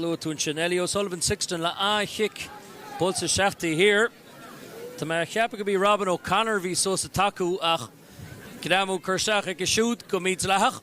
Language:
Irish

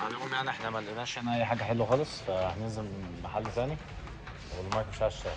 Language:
Egyptian Arabic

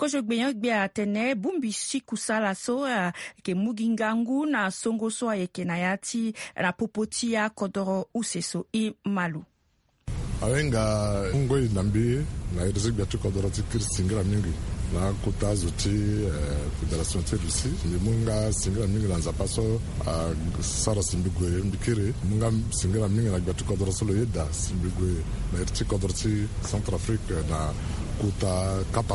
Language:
Sango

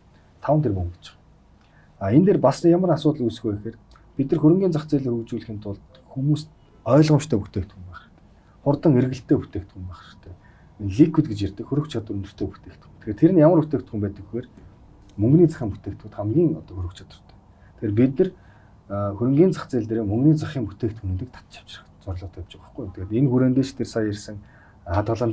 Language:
Mongolian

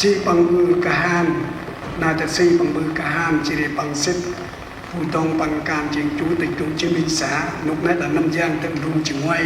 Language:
Central Mnong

